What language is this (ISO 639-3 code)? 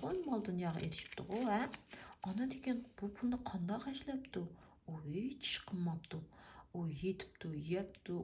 uig